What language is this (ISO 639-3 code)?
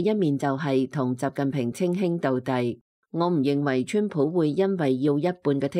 yue